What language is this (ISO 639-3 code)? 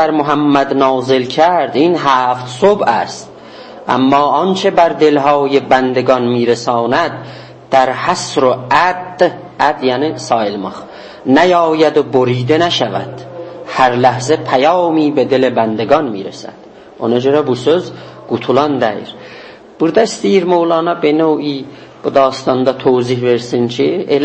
azb